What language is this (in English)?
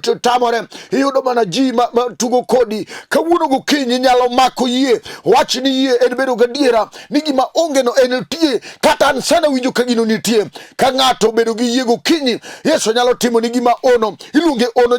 Luo (Kenya and Tanzania)